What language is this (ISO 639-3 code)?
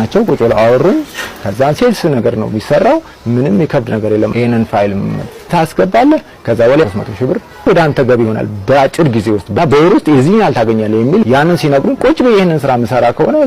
amh